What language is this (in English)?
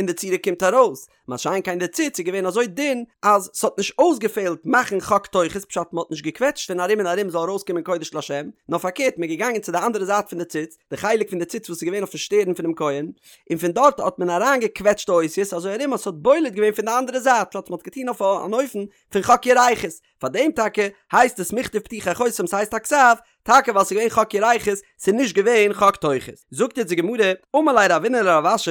Yiddish